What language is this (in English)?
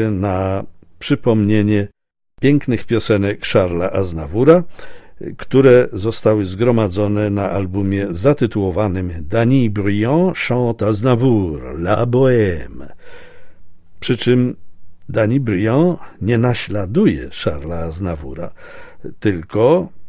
Polish